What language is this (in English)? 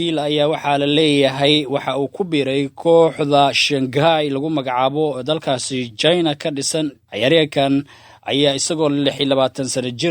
Somali